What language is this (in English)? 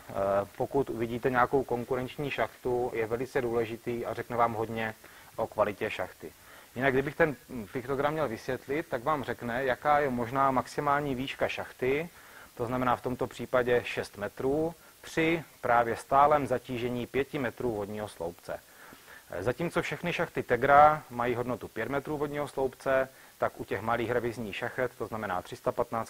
Czech